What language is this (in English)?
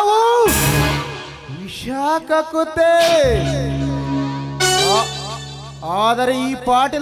Kannada